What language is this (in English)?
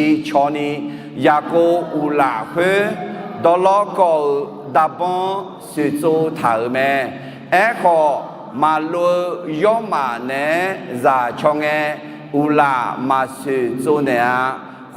Akha